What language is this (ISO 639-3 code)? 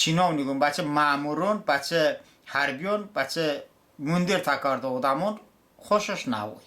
tly